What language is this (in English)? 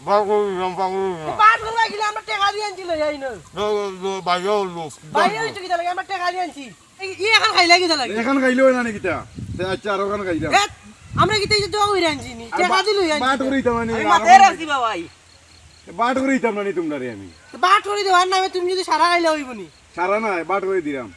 Sylheti